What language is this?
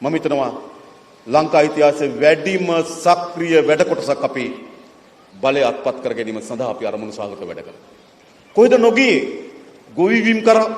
Sinhala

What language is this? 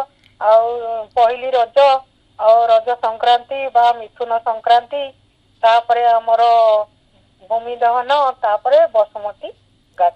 Odia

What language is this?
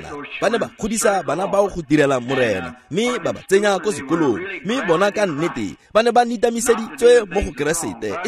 Tswana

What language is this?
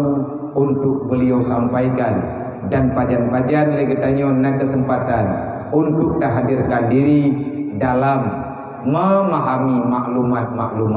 Achinese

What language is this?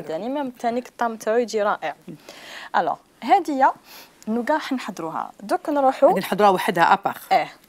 Algerian Arabic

